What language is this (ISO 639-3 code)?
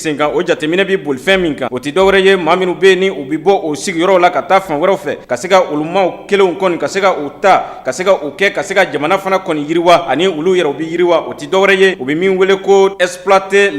bam